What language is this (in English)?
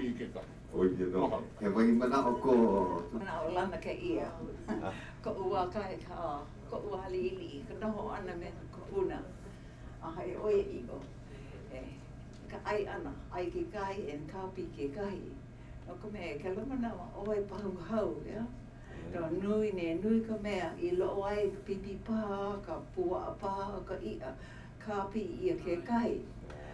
Hawaiian